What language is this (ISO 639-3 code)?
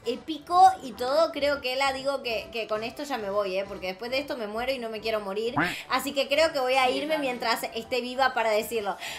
spa